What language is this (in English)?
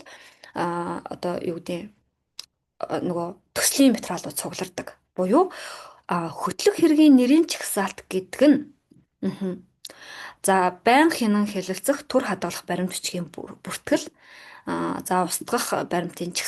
Mongolian